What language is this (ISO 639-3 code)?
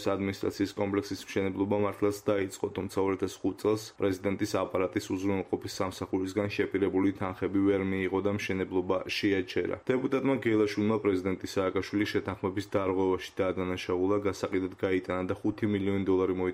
kat